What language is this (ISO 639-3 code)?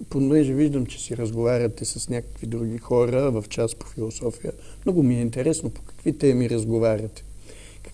bul